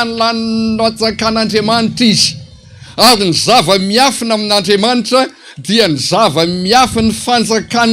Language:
Malagasy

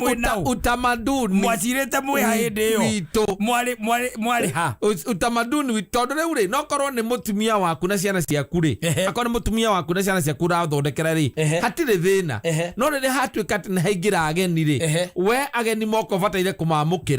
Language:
Kikuyu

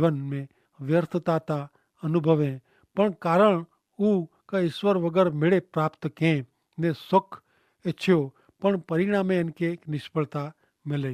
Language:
Kachhi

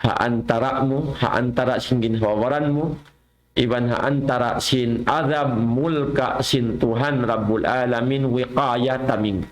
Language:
Tausug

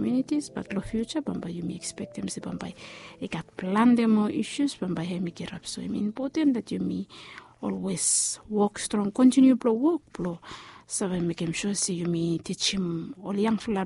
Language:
Bislama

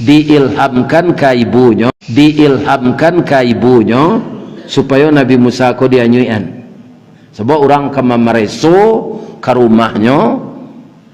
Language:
Minangkabau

